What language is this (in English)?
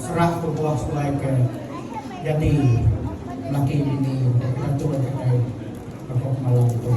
Iban